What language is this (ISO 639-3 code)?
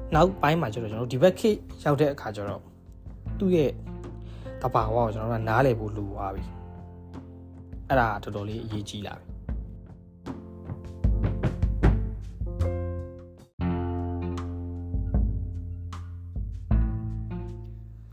mya